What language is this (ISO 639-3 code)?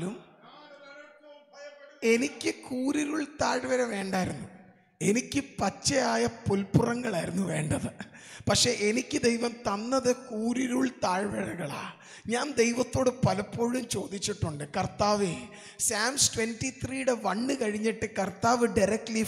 mal